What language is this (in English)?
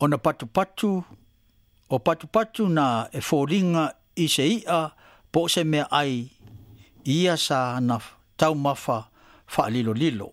Samoan